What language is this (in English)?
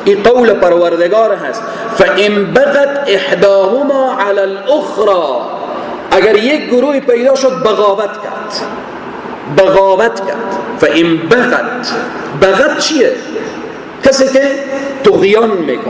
Persian